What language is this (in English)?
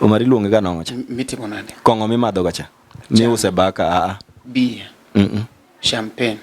Luo (Kenya and Tanzania)